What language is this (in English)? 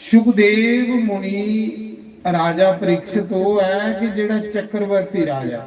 Dogri